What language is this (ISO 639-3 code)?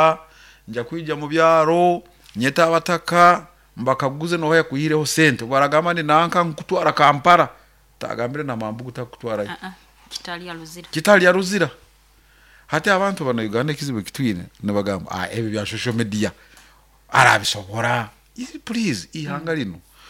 nyo